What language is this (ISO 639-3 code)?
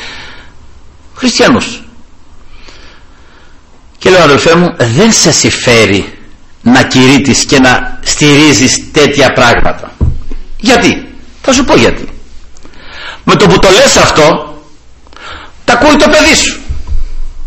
ell